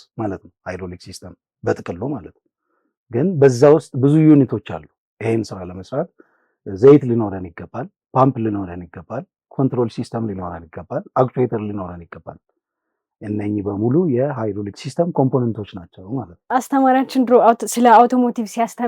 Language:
Amharic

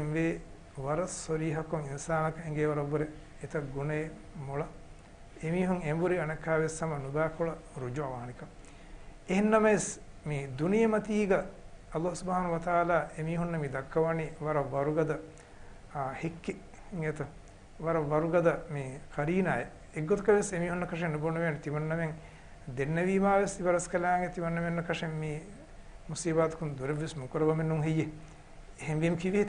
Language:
Divehi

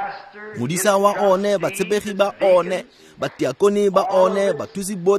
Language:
Tswana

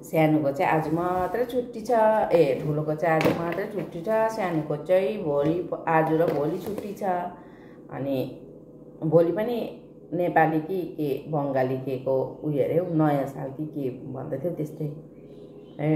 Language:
Nepali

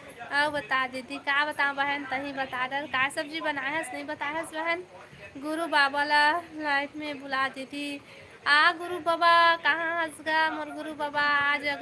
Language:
Chhattisgarhi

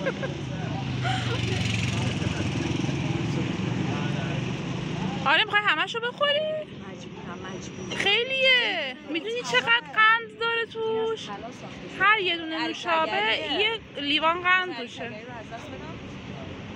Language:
Persian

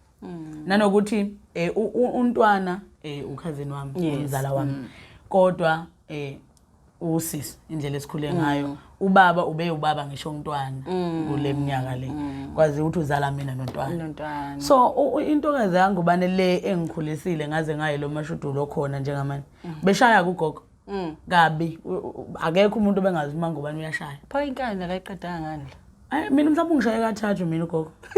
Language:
Zulu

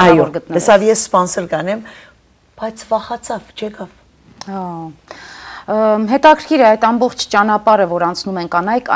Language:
Armenian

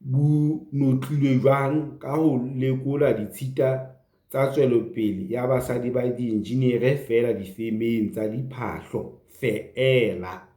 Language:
Southern Sotho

